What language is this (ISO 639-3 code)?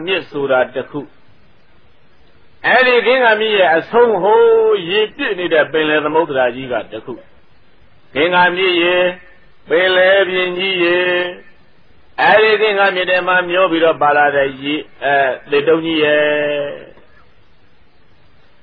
mya